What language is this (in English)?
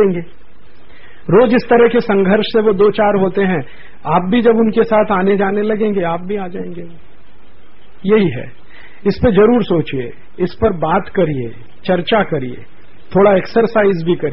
Hindi